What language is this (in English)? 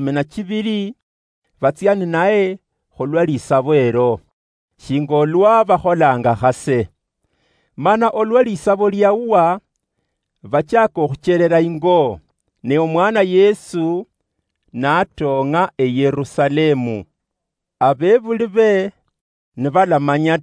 Luyia